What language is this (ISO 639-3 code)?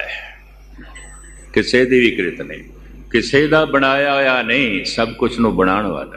pan